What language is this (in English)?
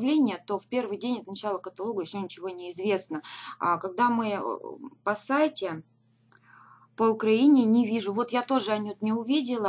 Russian